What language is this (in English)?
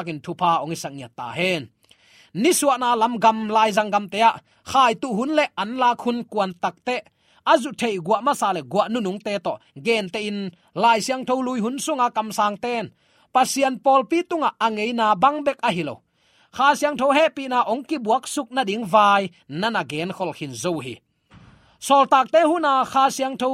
Tedim Chin